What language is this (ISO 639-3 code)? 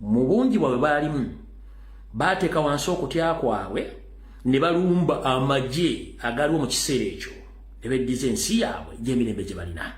lug